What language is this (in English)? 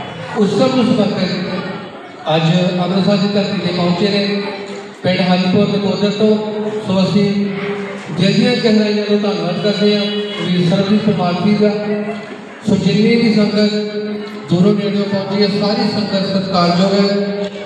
Punjabi